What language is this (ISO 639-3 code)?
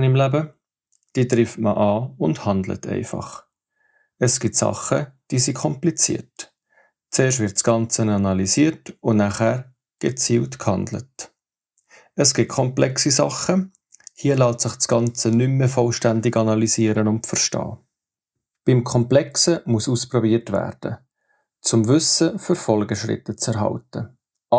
gsw